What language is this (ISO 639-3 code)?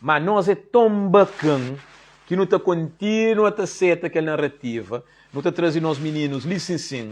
kea